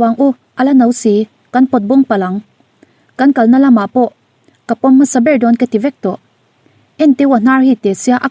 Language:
Mizo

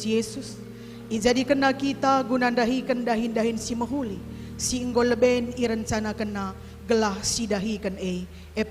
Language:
Batak Karo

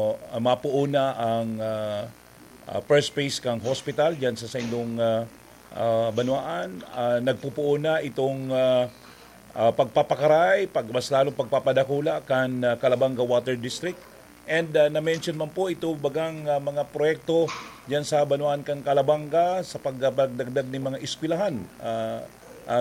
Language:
Bikol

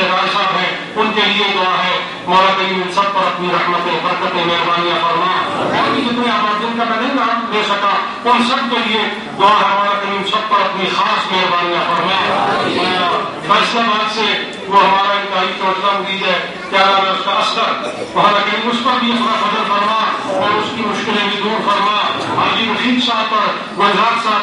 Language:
Urdu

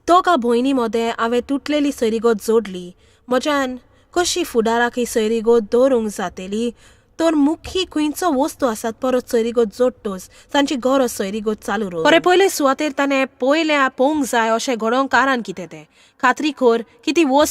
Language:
Konkani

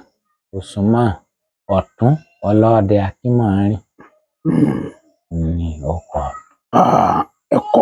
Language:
Yoruba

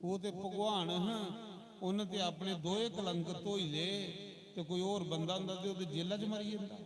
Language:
Dogri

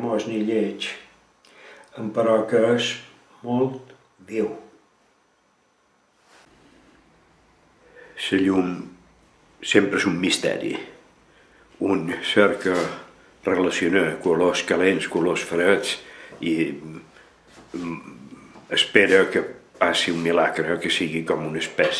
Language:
Catalan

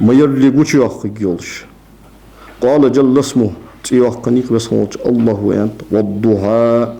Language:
Ingush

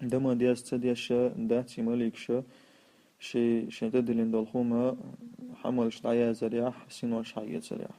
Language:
Chechen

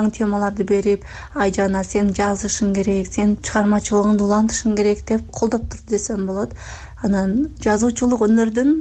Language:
Kyrgyz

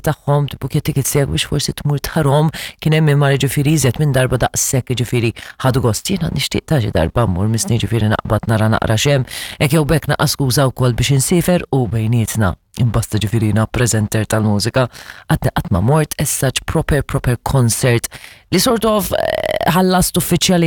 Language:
Maltese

